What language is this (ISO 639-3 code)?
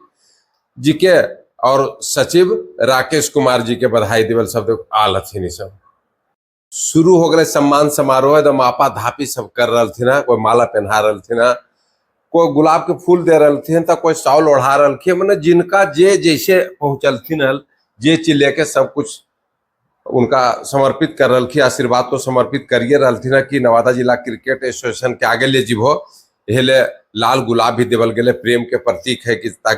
mag